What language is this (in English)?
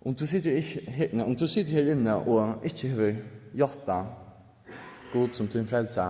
Faroese